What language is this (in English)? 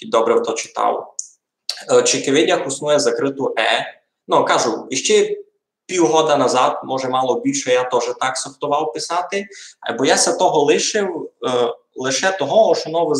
Rusyn